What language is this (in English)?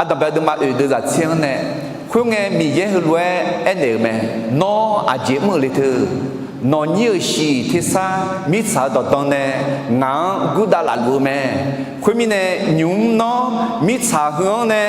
Akha